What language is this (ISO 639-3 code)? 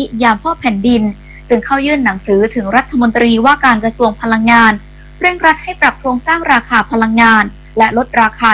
tha